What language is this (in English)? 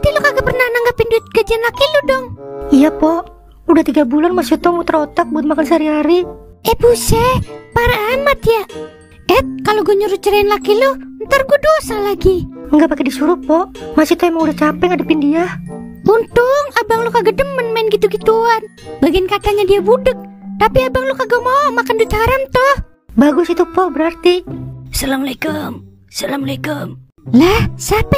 Betawi